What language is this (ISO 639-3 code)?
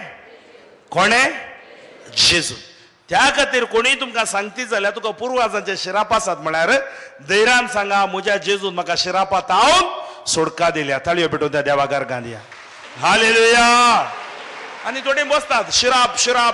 kok